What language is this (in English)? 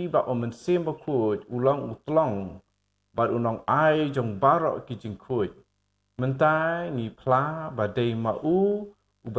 Khasi